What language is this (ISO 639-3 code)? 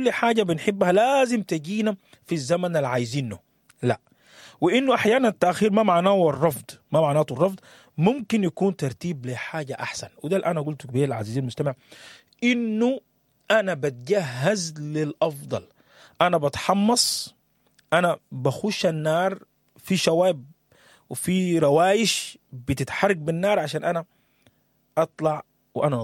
apd